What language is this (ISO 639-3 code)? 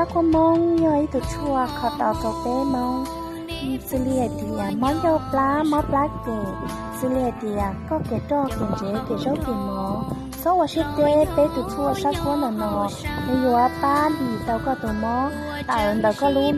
hmn